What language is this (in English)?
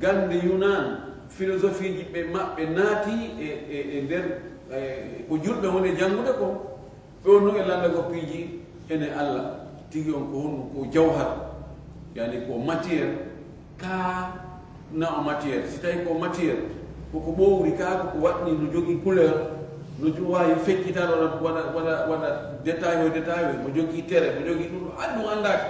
Fula